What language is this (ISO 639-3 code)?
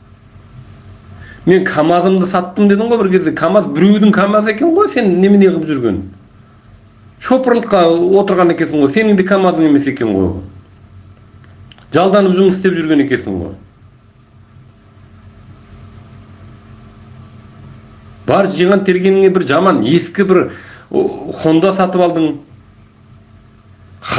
kaz